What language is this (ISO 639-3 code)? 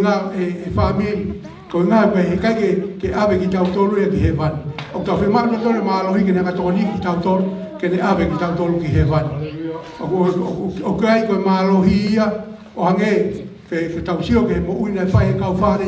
ton